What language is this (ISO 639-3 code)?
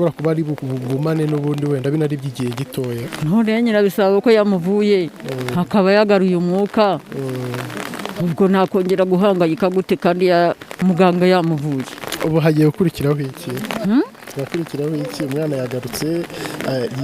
kin